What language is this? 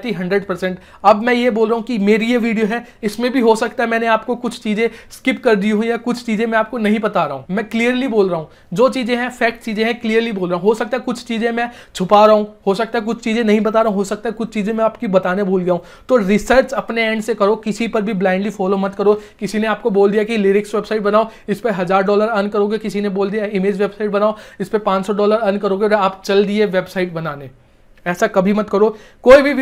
Hindi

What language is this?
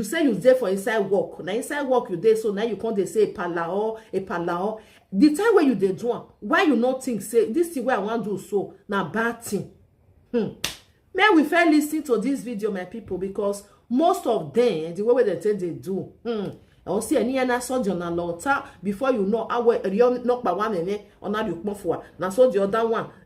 Nigerian Pidgin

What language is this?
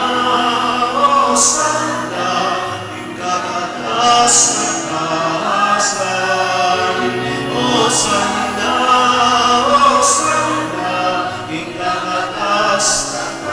Pampanga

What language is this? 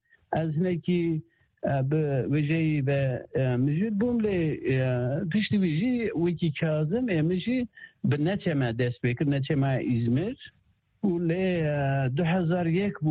Kurdish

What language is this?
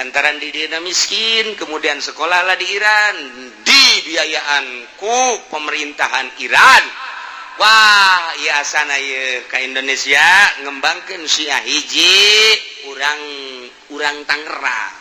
Sundanese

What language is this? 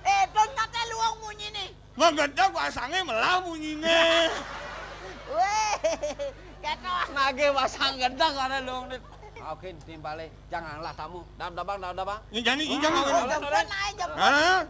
Balinese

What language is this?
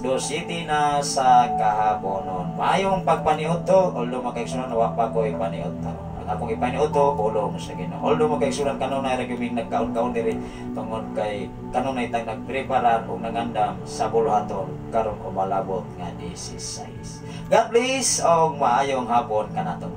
Cebuano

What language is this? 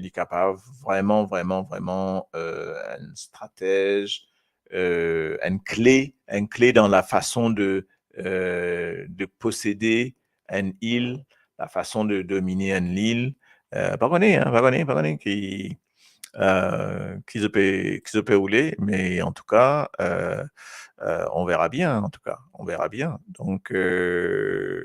Morisyen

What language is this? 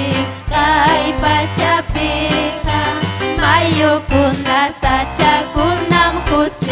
Ayacucho Quechua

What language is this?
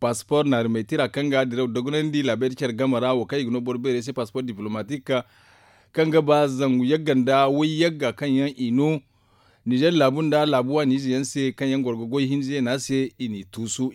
Zarma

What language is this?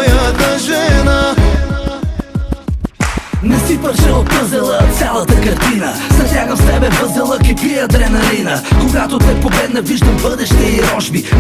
Bulgarian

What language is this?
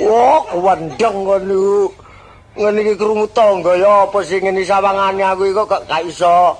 Javanese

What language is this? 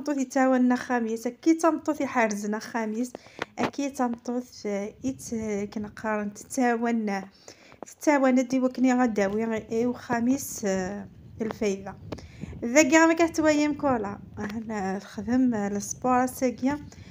Kabyle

